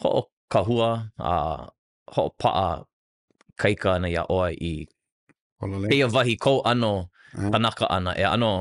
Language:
Hawaiian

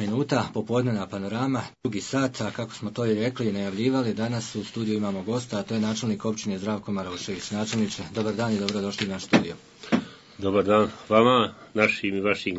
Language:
Bosnian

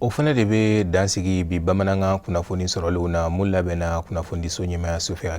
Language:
Bambara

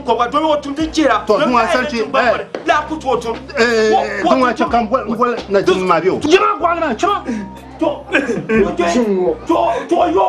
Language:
Dagbani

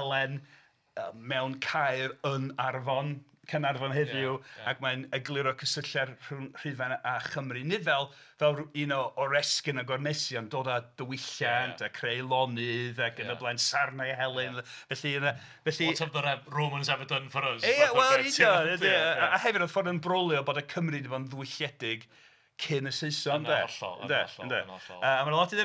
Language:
Welsh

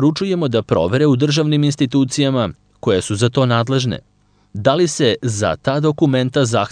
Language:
Serbian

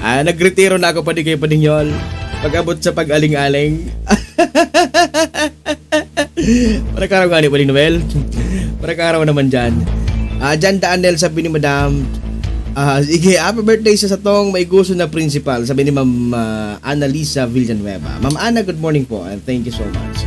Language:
Bikol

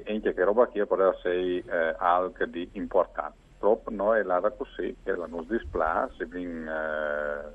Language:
Friulian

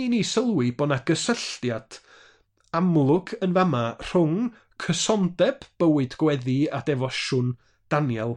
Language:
Welsh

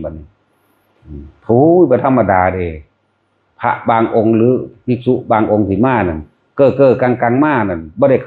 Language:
Lao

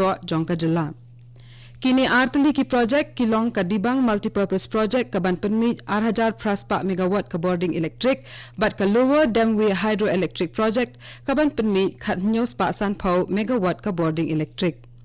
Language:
Khasi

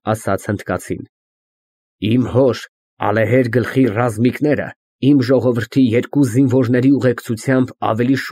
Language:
Armenian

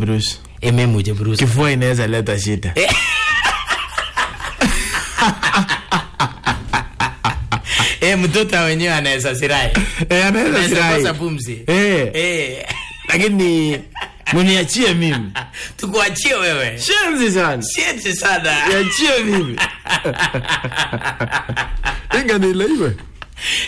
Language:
Swahili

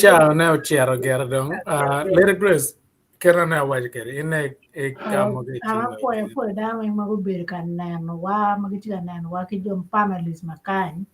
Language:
Acoli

